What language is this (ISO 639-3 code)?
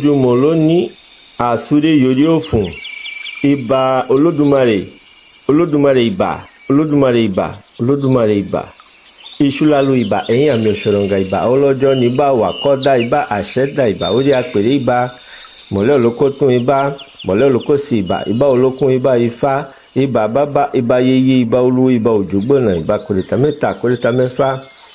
yor